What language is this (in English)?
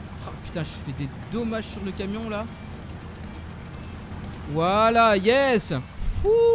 French